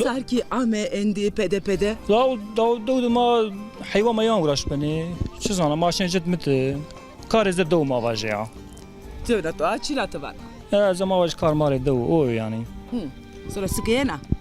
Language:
Zaza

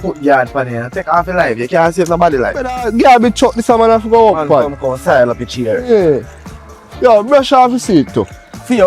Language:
Jamaican Creole English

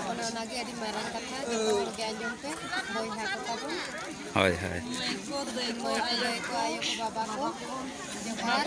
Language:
Santali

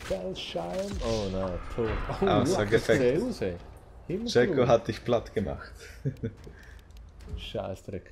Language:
Swiss German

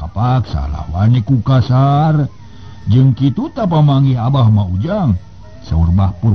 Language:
Sundanese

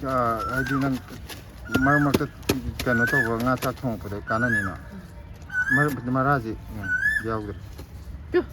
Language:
Manipuri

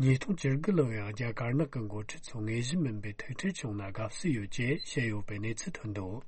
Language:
Tibetan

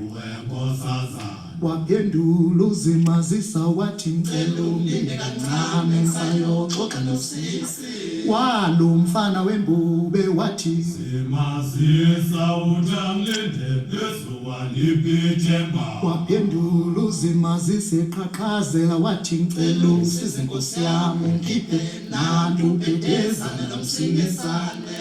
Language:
Zulu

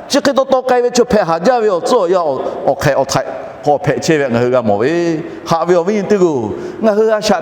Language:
Lahu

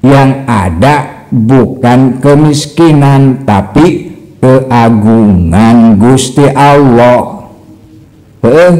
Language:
Sundanese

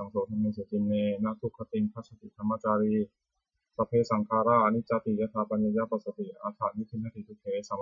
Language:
Pali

